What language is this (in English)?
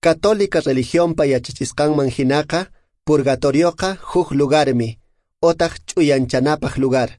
Quechua